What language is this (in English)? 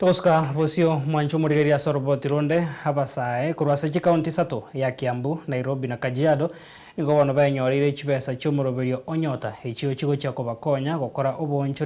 Gusii